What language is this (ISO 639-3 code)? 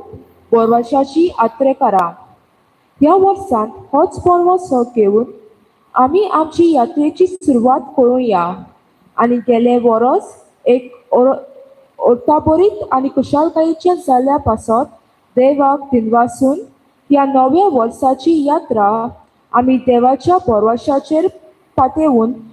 kok